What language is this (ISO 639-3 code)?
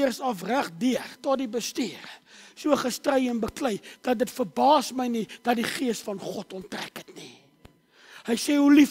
afr